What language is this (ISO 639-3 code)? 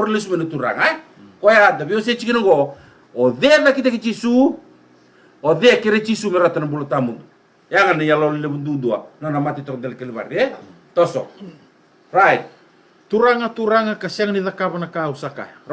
fij